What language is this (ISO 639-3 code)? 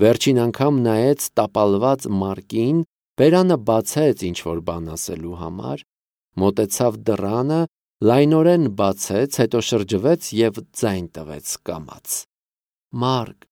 hye